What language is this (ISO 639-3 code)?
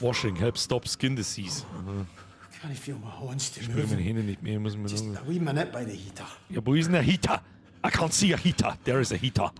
bar